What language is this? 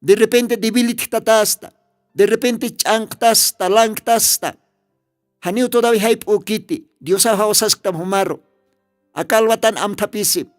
Aymara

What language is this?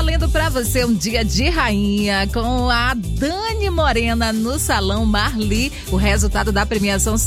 Portuguese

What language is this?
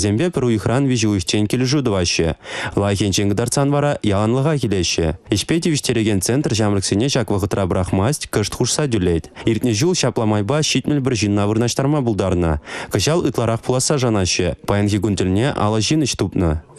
Chuvash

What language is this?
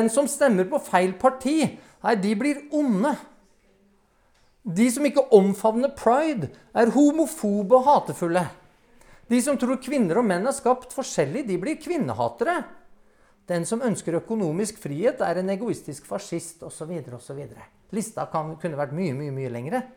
Norwegian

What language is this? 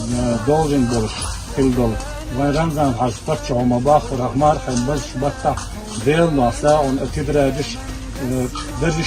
Chechen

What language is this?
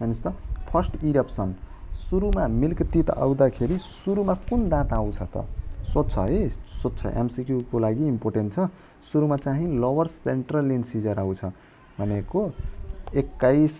Nepali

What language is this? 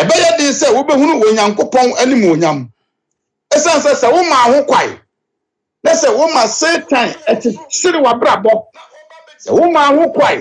Akan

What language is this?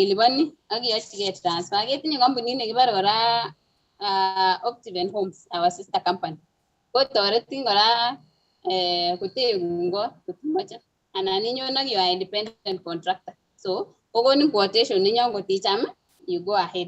Kalenjin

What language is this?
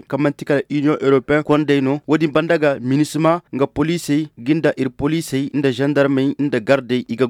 Koyraboro Senni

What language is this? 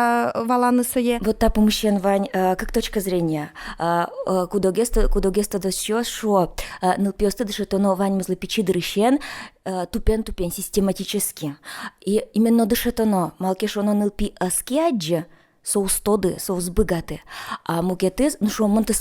Udmurt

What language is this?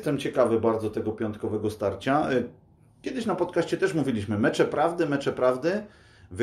Polish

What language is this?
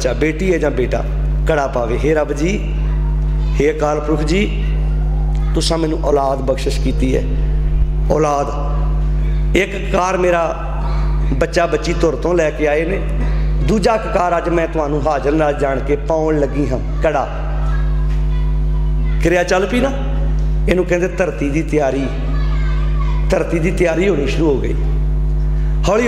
Punjabi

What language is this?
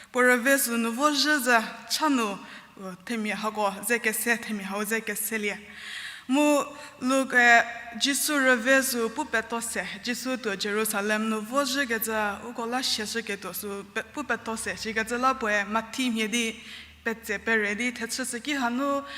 Angami Naga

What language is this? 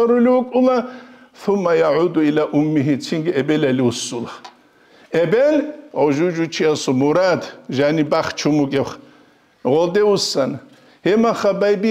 Avaric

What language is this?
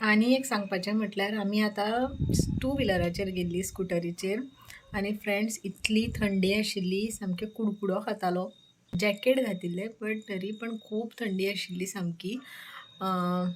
Konkani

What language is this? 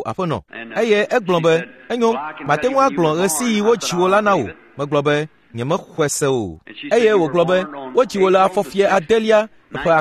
Ewe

